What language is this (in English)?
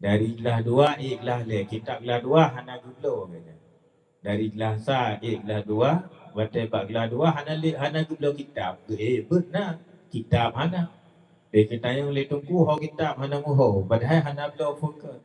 Achinese